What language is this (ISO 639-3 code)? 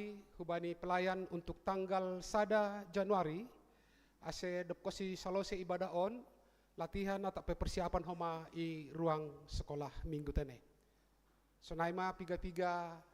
bts